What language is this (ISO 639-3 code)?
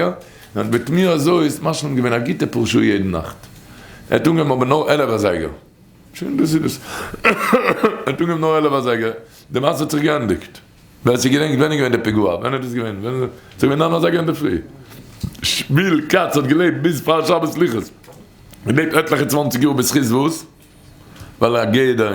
yid